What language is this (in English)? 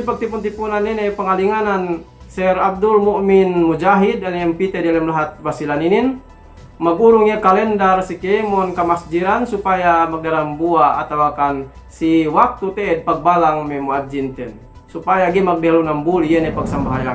Yakan